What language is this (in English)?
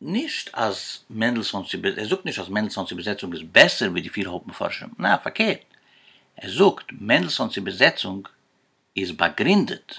Yiddish